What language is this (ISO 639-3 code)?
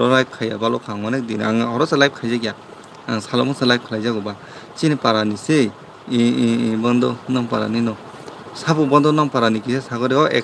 trp